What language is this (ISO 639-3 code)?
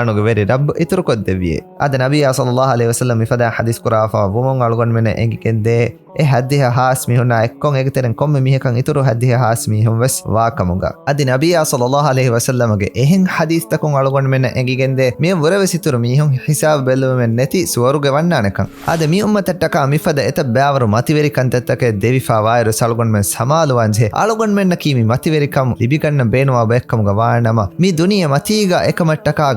div